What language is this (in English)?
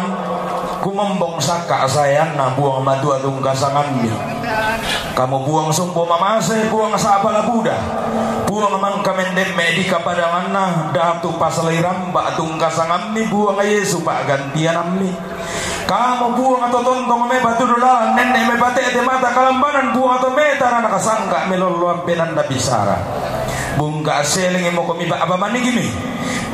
Toraja-Sa'dan